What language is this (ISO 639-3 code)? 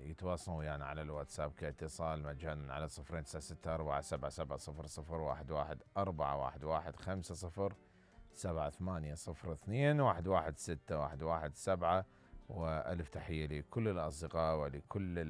acm